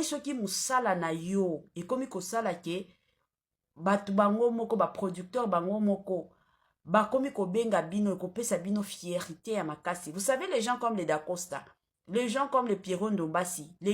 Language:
Lingala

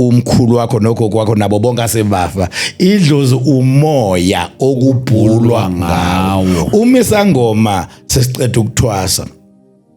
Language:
Zulu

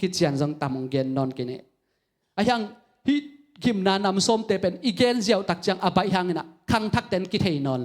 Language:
Tedim Chin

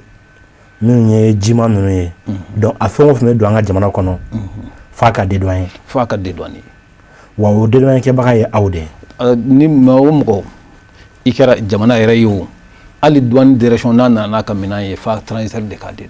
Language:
Bambara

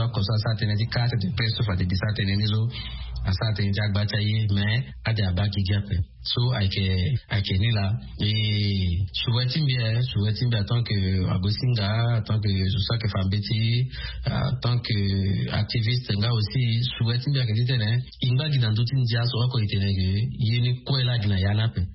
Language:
Sango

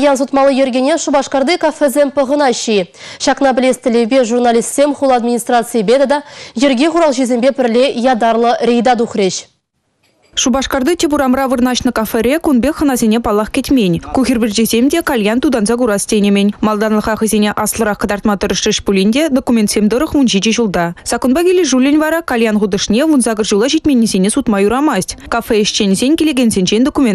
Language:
Chuvash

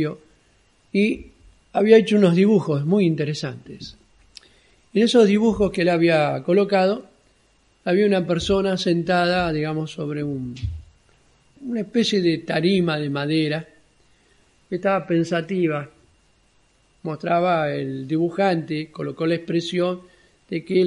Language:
Spanish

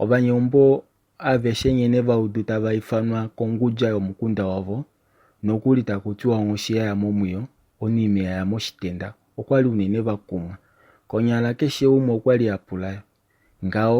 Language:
Kuanyama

